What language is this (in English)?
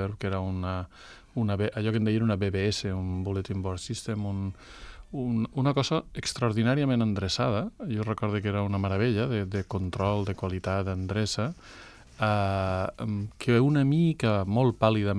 Catalan